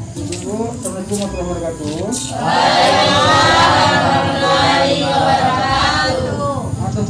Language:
Minangkabau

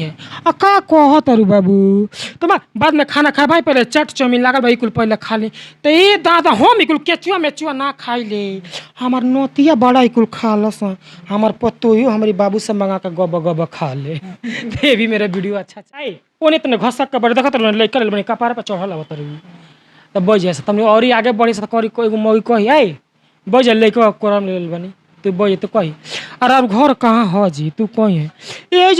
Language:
Bhojpuri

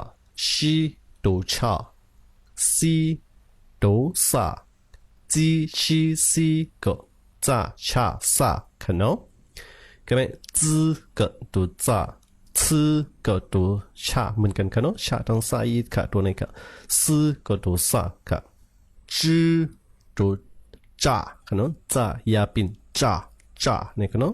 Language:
Shan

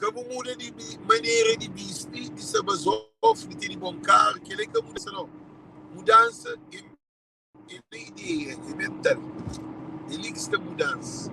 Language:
Kabuverdianu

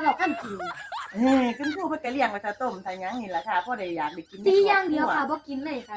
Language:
Northeastern Thai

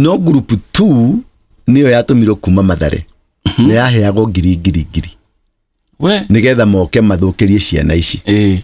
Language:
Kikuyu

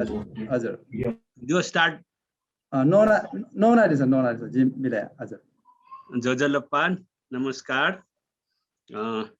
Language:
Newari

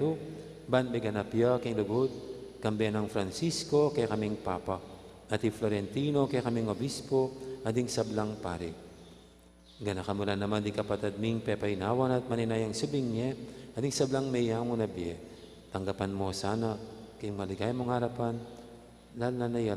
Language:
Pampanga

